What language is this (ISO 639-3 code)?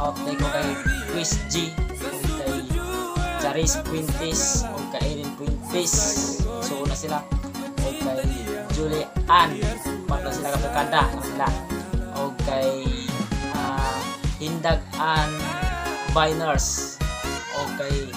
ceb